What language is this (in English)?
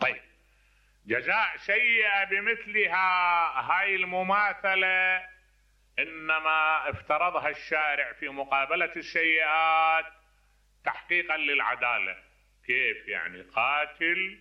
Mesopotamian Arabic